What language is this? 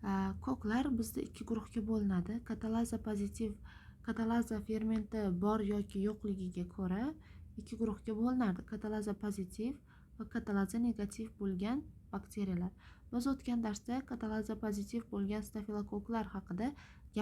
Uzbek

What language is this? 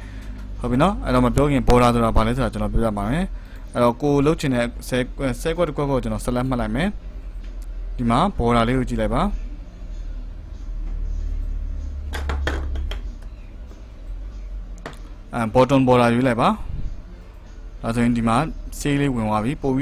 Burmese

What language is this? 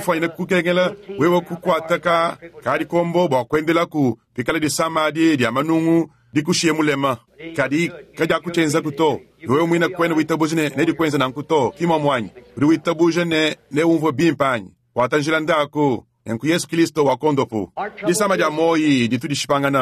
Luba-Lulua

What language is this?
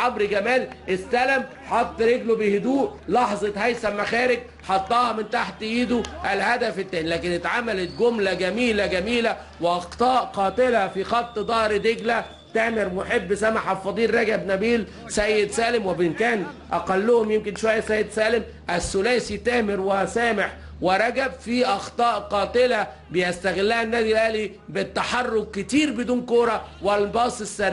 Egyptian Arabic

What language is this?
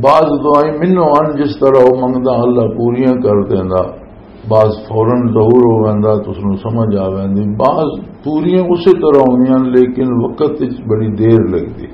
Western Panjabi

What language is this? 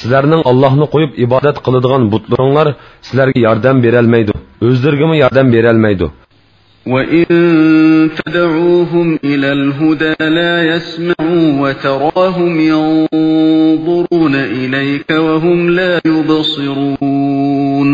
Uyghur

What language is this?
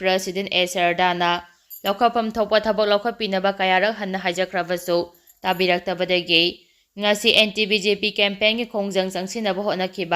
Manipuri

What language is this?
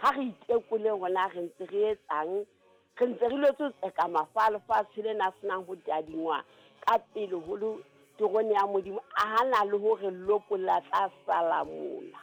Southern Sotho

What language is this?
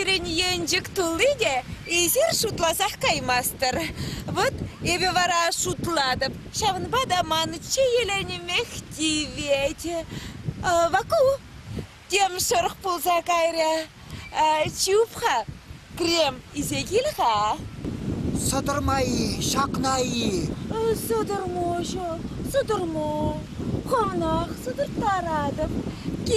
Chuvash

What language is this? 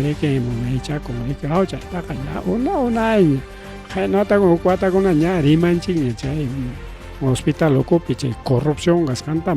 Ayacucho Quechua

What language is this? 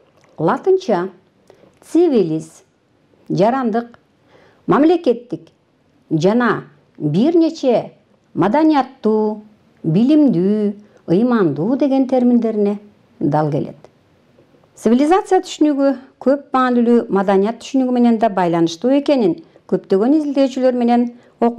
Kyrgyz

